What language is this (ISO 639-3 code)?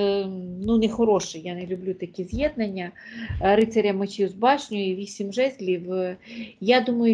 ukr